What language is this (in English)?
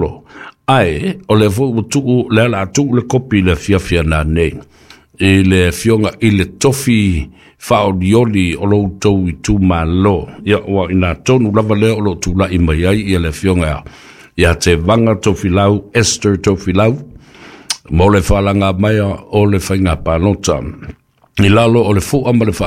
Samoan